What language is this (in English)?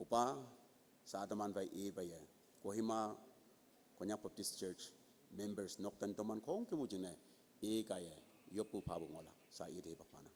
Konyak Naga